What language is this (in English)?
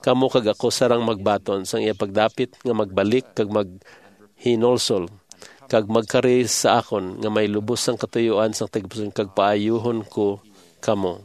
Hiligaynon